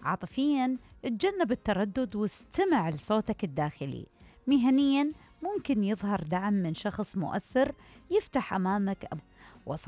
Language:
Mesopotamian Arabic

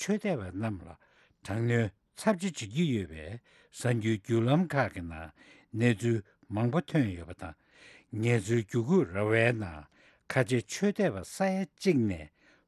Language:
Tibetan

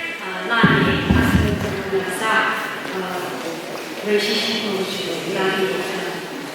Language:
Tangkhul Naga (India)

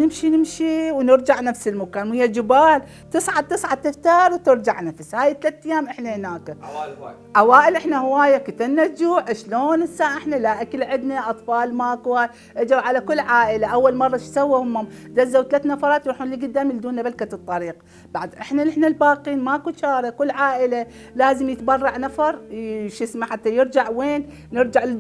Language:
Mesopotamian Arabic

